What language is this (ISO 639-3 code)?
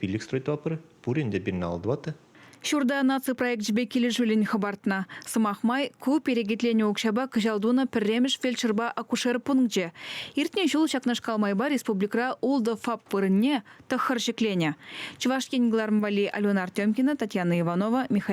chv